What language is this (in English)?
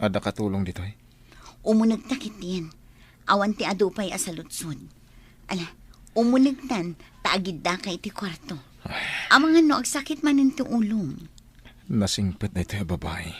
Iloko